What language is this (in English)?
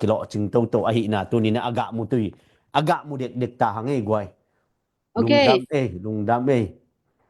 Tedim Chin